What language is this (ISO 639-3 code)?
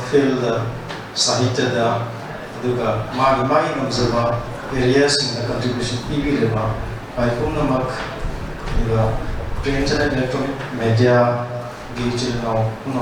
mni